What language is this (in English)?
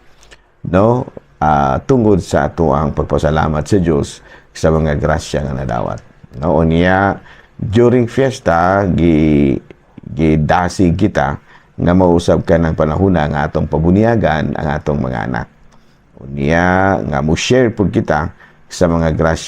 Cebuano